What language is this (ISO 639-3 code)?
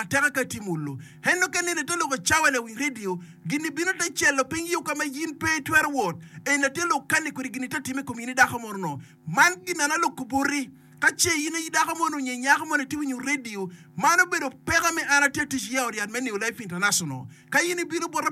ach